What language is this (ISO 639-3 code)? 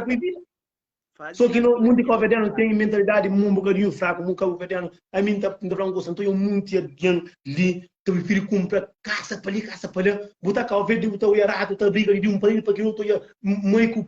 kea